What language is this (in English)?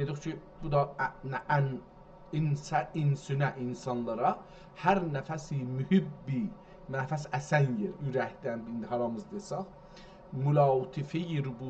South Azerbaijani